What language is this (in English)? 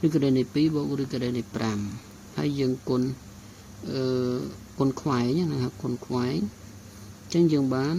Khmer